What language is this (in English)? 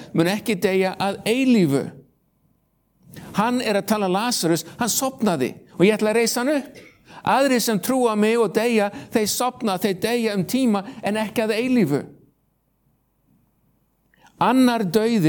Icelandic